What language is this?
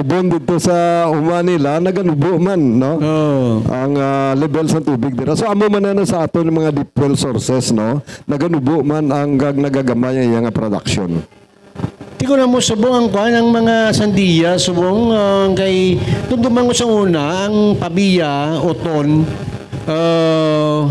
Hiligaynon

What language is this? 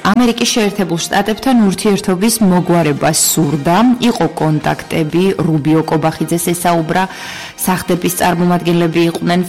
Georgian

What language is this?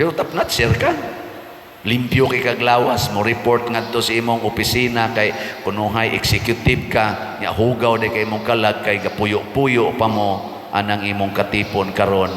Cebuano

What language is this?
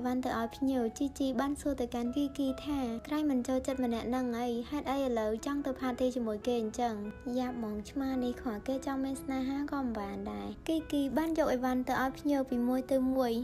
Khmer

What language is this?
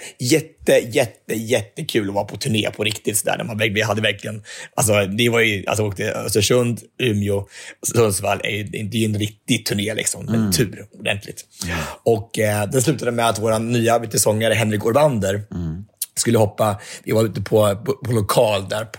Swedish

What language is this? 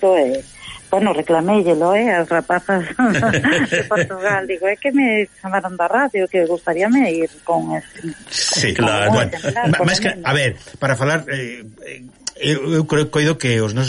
Galician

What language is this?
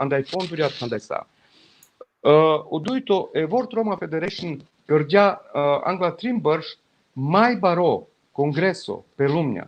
Balkan Romani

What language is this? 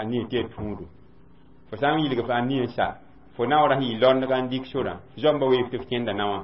Mossi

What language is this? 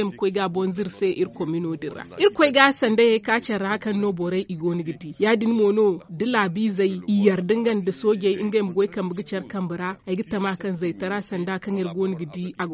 Zarma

